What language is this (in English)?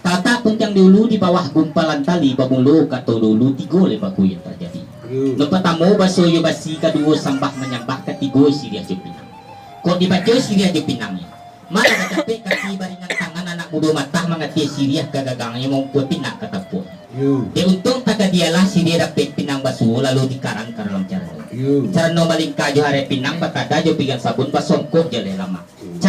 Minangkabau